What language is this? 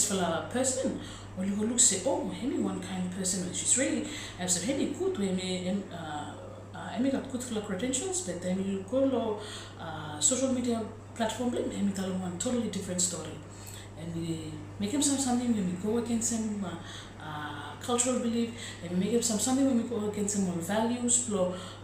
Bislama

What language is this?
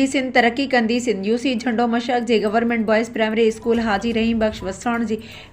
Sindhi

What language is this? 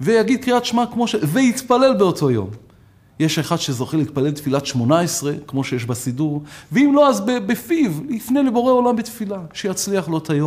Hebrew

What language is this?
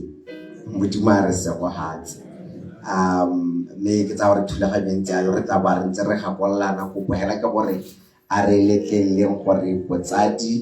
Tswana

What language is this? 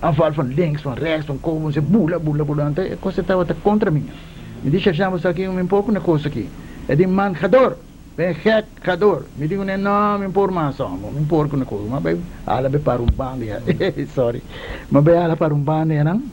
Papiamento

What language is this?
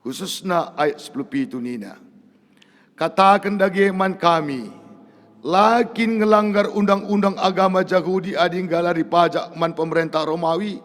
Batak Karo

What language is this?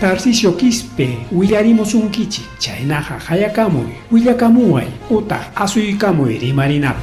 Ayacucho Quechua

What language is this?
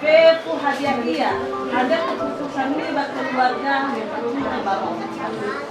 Nias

